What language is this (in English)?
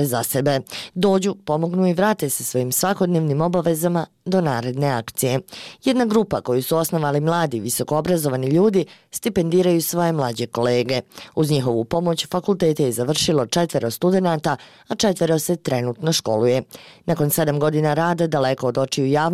Bosnian